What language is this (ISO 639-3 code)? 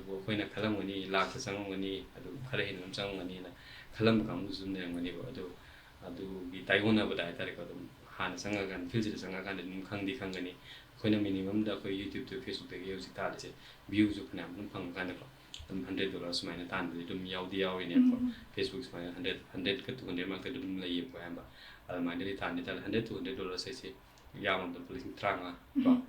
mni